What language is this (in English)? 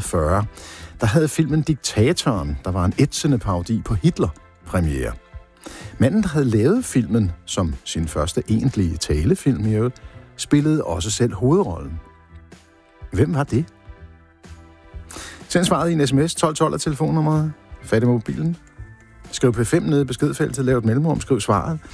Danish